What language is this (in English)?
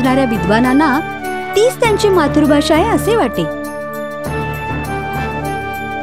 Marathi